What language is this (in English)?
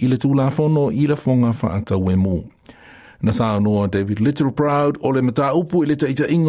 Samoan